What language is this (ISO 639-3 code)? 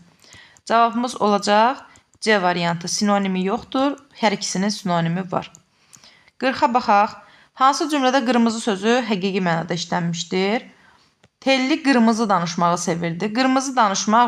aze